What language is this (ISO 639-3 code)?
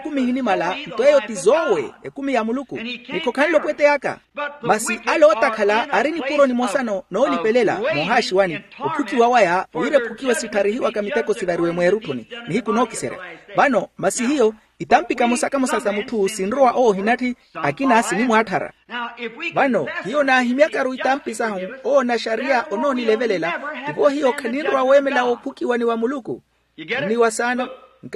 vmw